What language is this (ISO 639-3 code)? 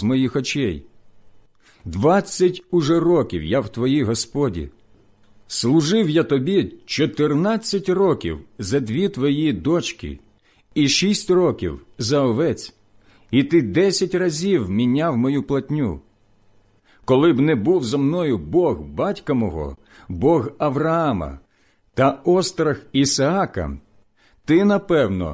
ukr